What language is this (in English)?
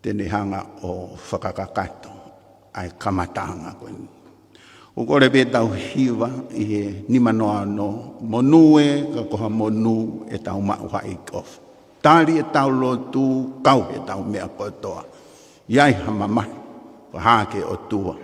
Tongan